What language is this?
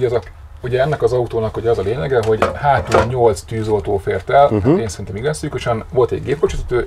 Hungarian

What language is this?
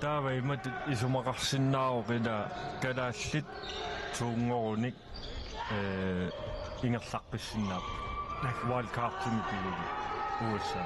Kalaallisut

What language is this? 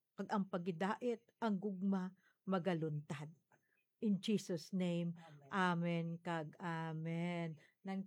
Hiligaynon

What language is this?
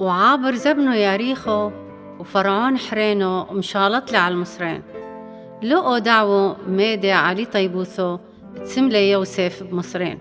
Turoyo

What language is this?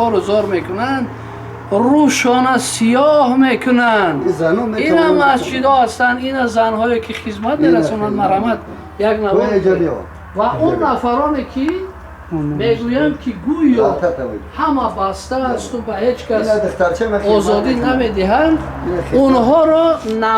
Tajik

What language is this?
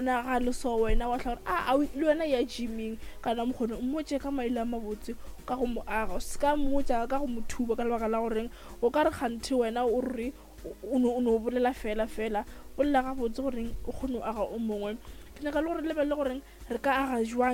Northern Sotho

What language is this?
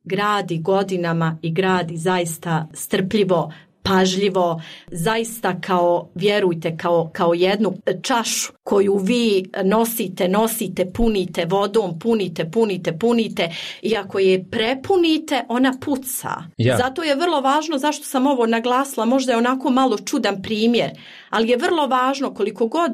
Croatian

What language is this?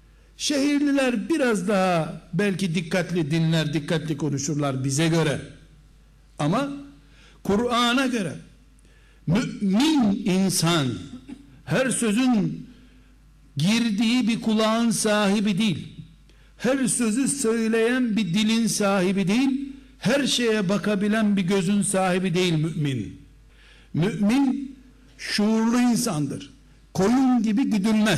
Turkish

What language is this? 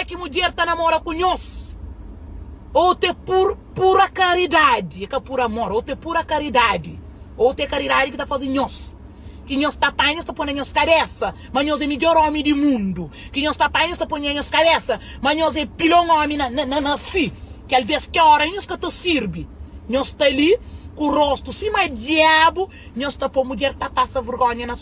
Kabuverdianu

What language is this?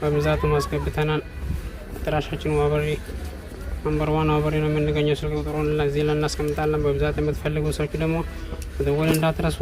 Amharic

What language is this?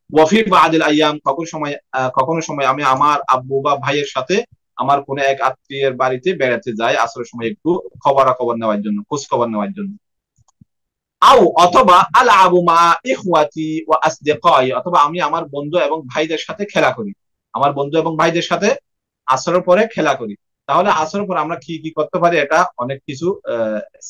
Bangla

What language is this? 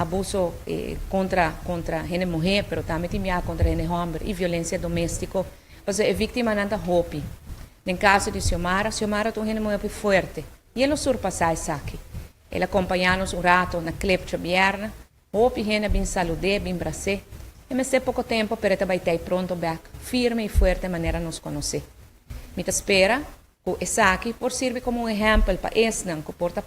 Papiamento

